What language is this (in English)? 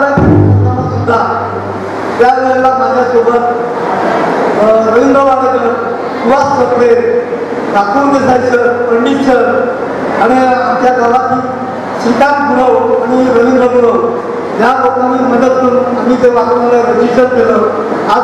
Marathi